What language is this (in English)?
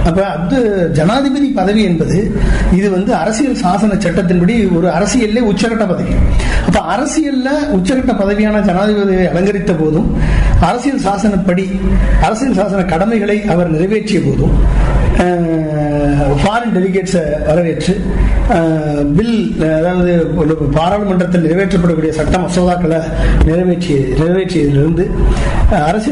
Tamil